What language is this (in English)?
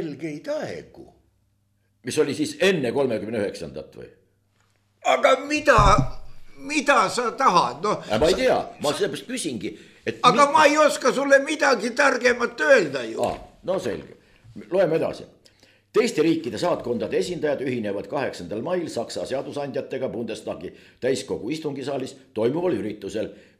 Estonian